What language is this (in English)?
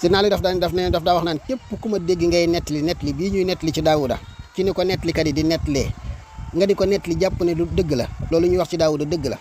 Wolof